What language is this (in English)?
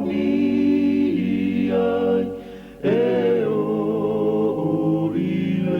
Samoan